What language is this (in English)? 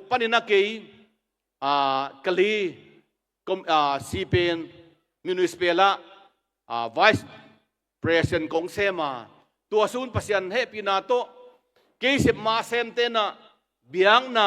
Tedim Chin